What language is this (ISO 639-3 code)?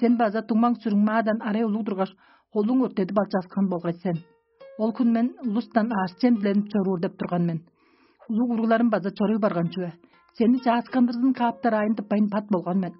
tyv